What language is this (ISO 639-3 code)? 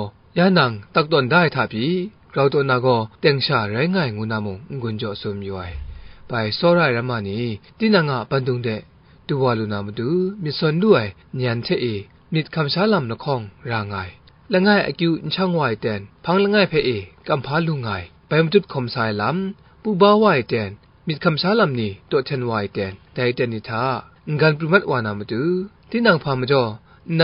kac